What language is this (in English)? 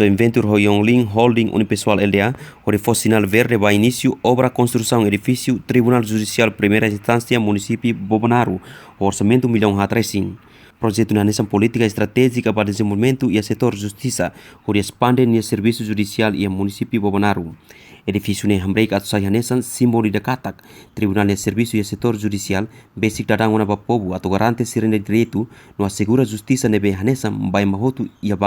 Tetum